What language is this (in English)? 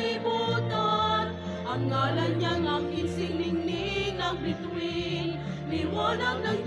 Bikol